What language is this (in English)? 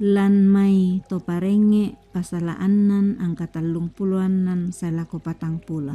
Toraja-Sa'dan